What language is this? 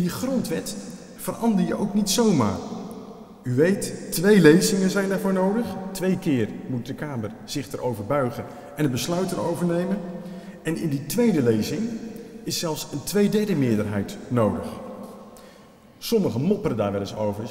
Dutch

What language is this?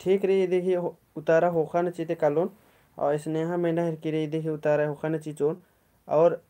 Kurukh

